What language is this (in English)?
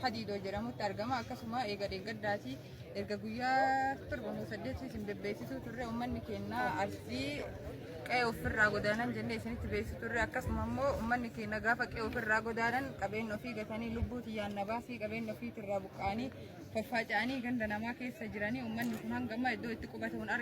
Oromo